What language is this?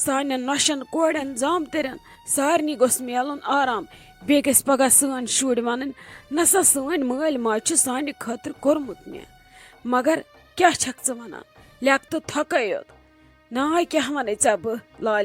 Kashmiri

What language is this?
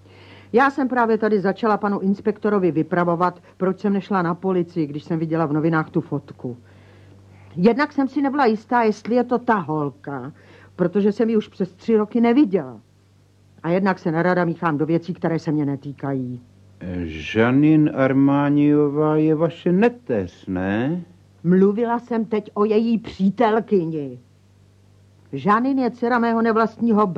Czech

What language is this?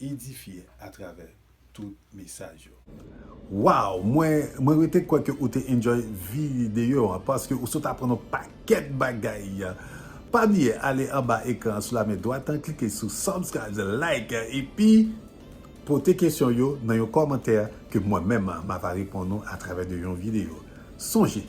Haitian Creole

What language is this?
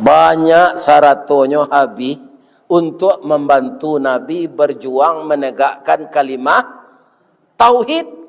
Minangkabau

